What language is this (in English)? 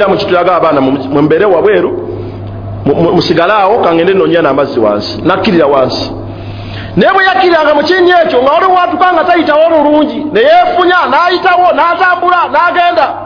Ganda